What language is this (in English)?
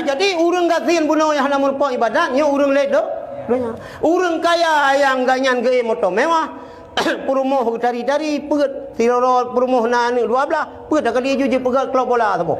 Achinese